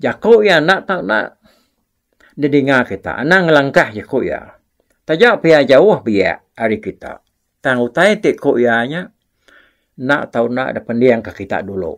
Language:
Iban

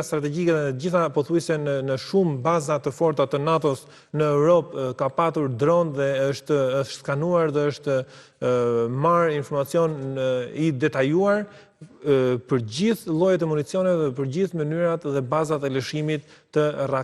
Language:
Albanian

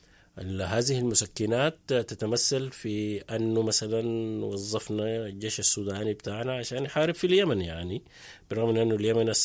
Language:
Sudanese Arabic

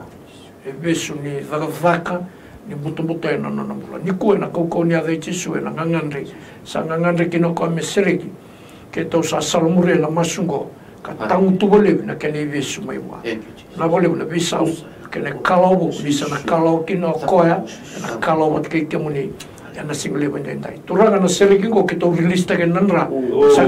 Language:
Fijian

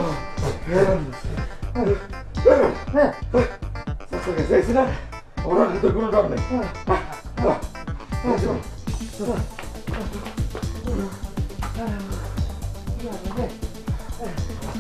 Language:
Bangla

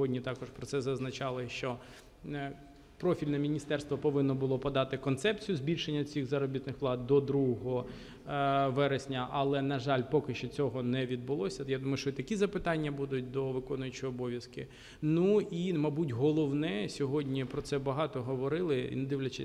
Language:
Ukrainian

